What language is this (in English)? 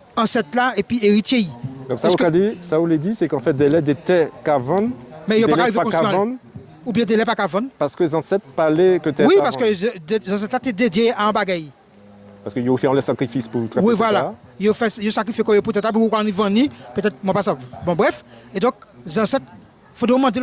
Guadeloupean Creole French